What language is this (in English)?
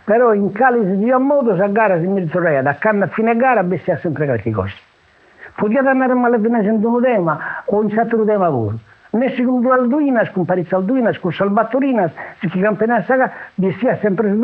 Sardinian